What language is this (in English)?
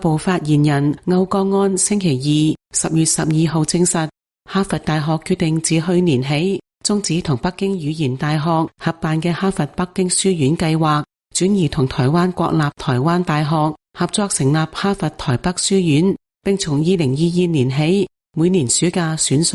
Cantonese